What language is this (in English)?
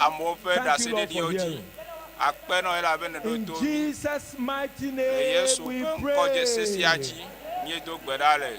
Ewe